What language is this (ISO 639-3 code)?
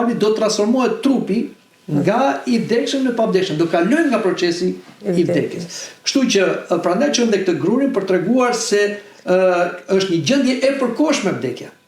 sqi